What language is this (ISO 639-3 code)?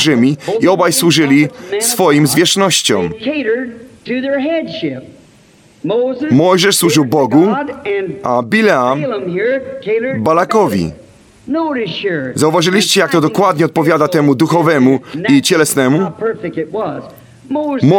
pol